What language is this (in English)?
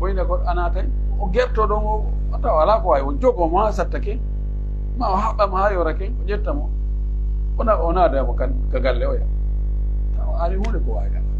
Pular